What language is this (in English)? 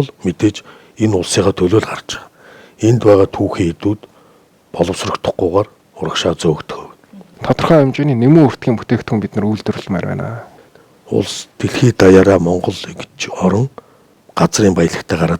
Mongolian